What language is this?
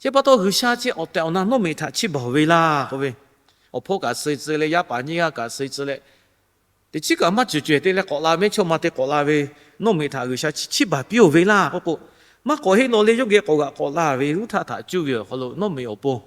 Lahu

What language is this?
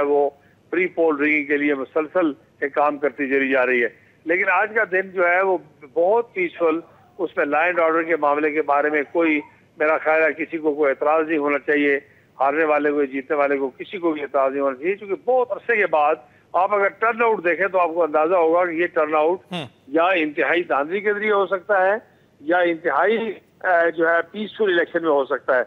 Urdu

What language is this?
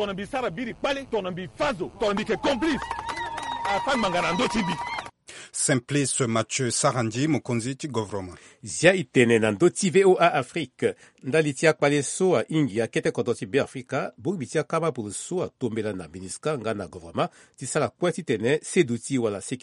Sango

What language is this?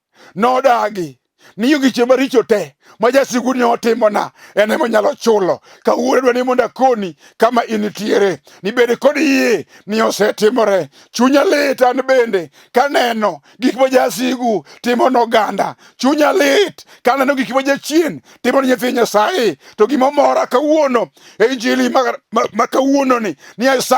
Luo (Kenya and Tanzania)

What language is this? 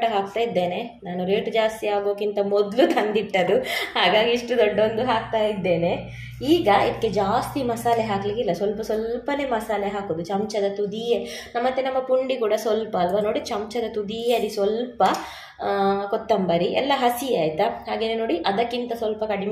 Kannada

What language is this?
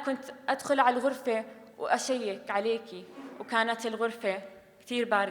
North Levantine Arabic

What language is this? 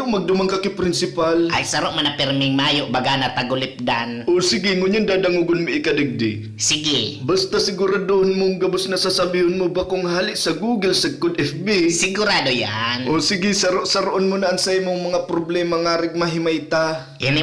Bikol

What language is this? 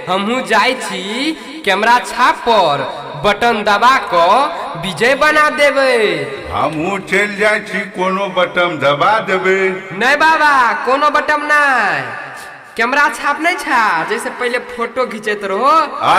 Maithili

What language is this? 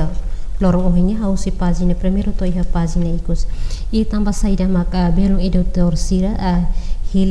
Tetum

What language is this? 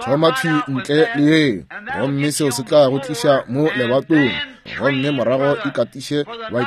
Northern Sotho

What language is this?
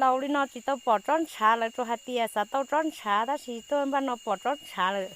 Hmong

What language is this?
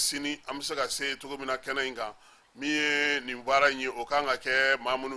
Bambara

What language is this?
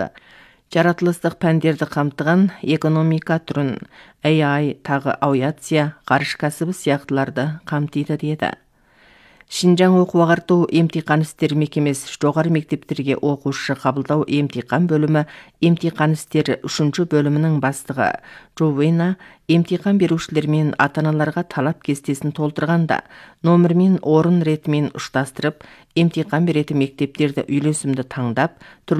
Kazakh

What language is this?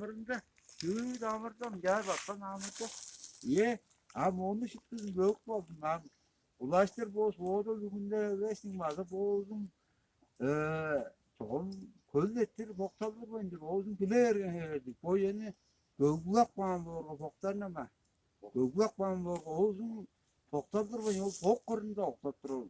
Tuvinian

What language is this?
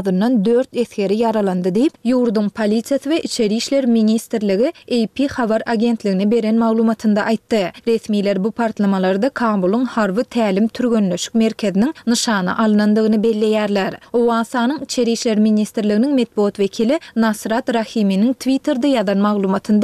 Turkmen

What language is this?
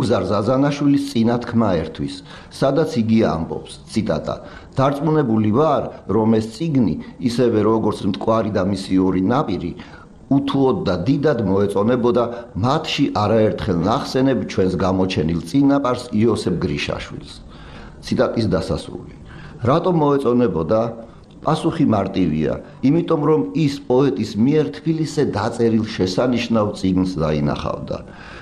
Georgian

